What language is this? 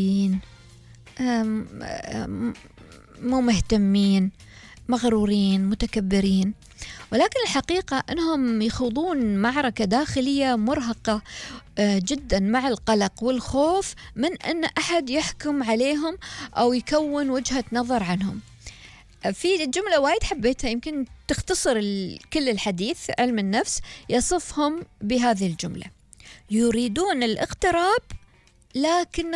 Gulf Arabic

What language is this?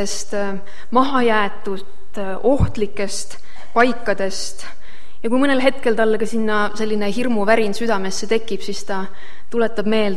Estonian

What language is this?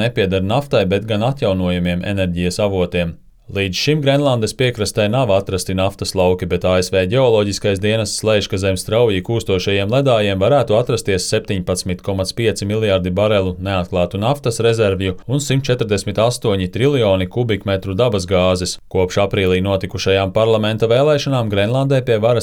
Latvian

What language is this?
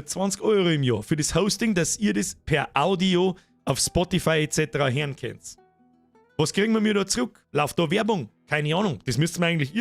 Bavarian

